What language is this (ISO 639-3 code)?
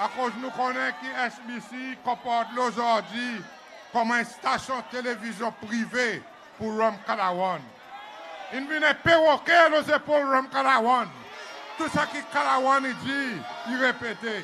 crs